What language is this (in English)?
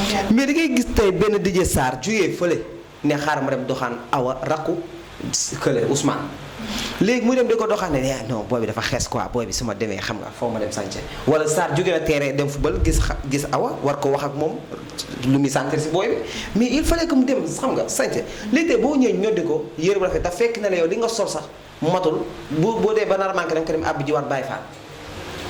Wolof